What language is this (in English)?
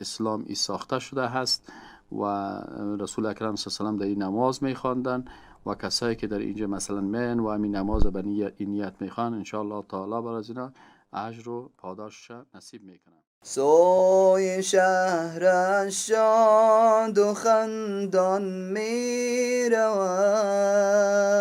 Persian